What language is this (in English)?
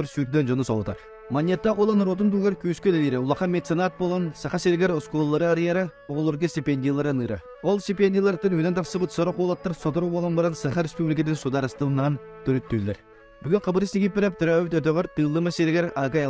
Yakut